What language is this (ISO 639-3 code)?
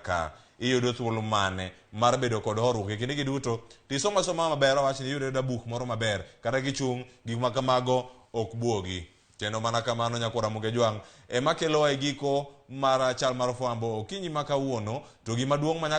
luo